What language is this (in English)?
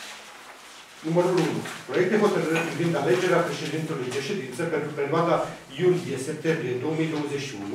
Romanian